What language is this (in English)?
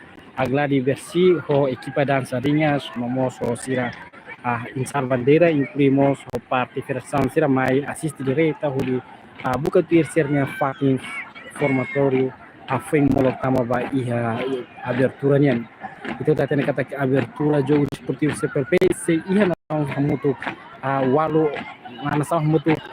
Tetum